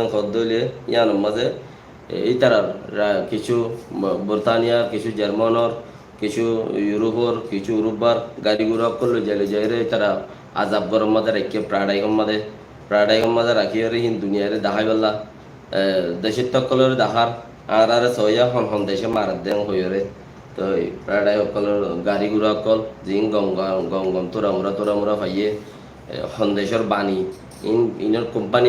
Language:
Rohingya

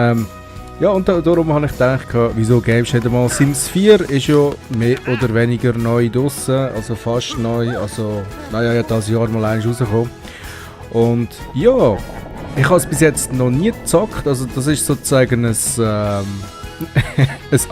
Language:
Swiss German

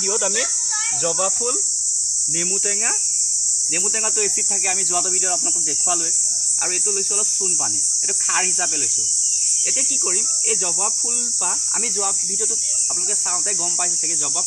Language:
Assamese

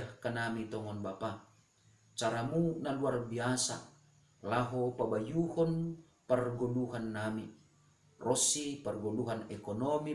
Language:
Batak Simalungun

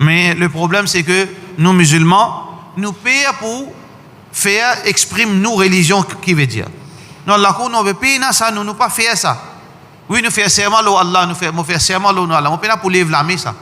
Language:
Morisyen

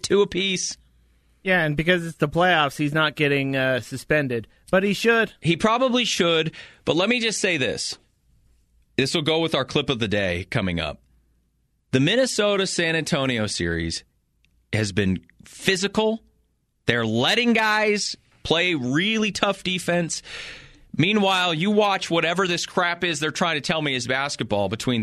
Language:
English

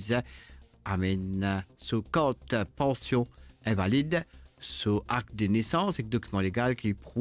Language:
Morisyen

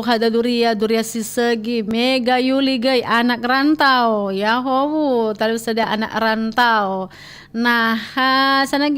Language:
Nias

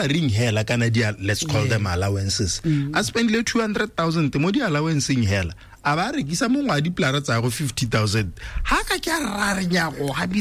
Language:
Tswana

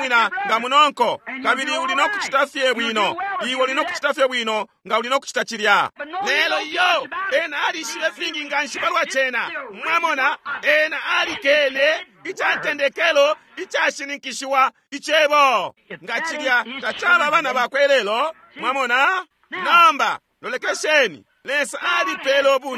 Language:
Bemba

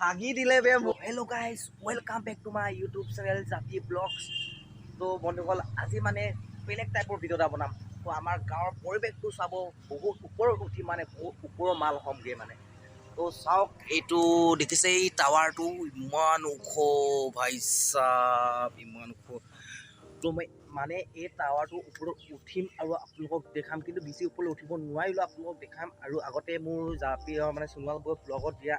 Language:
Assamese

